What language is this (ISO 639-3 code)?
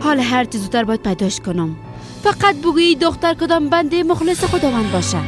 fas